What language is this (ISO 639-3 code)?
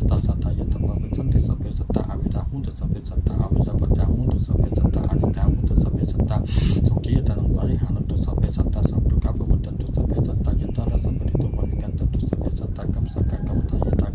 pli